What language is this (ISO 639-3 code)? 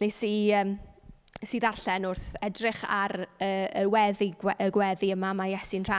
cym